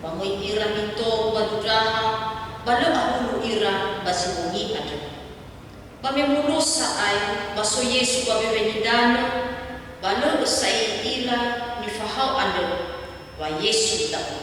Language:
Nias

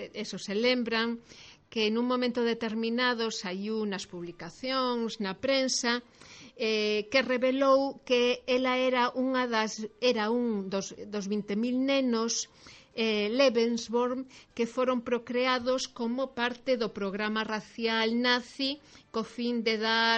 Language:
Galician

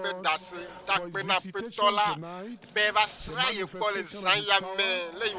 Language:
Ewe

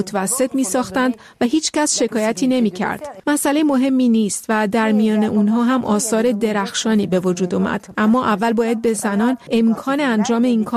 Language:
Persian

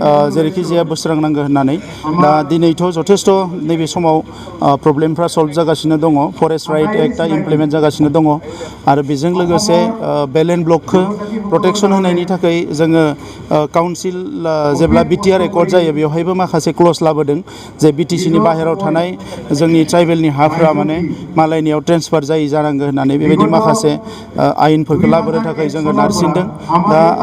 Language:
Bodo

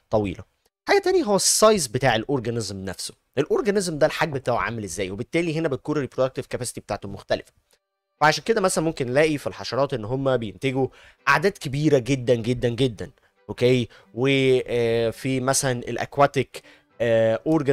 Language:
Egyptian Arabic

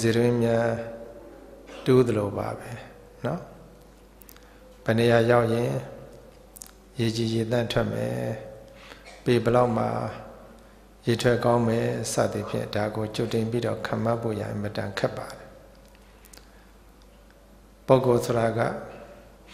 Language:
Burmese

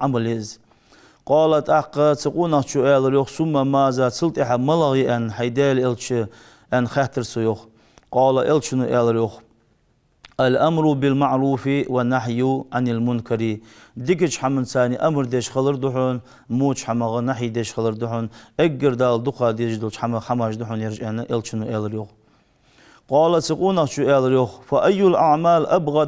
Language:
Ingush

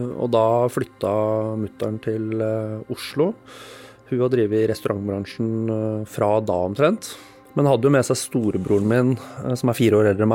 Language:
Norwegian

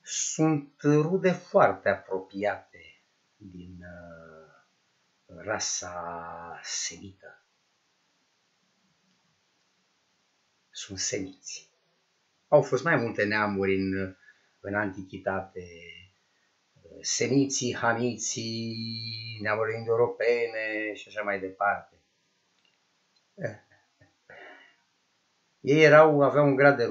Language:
Romanian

